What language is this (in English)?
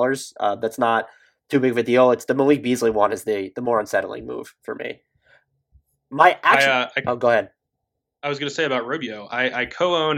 English